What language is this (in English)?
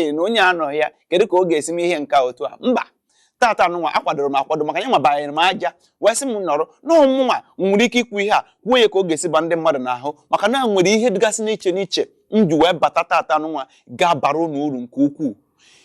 Igbo